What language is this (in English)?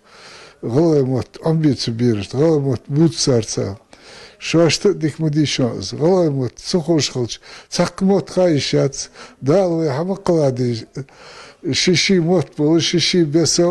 Ingush